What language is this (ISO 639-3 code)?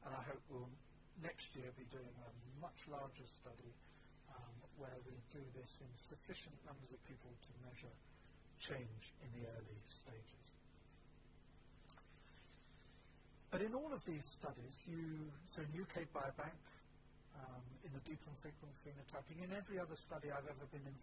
eng